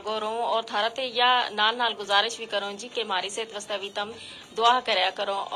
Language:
Gujari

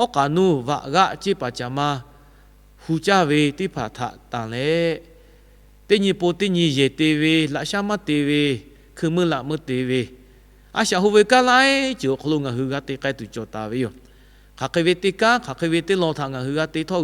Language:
Lahu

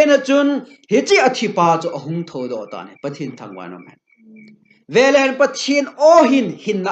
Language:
Thado Chin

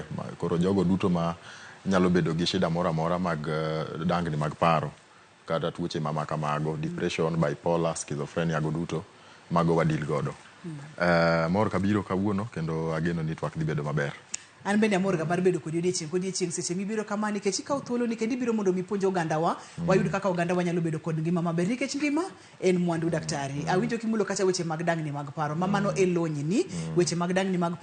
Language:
Luo (Kenya and Tanzania)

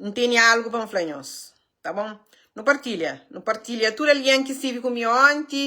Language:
Kabuverdianu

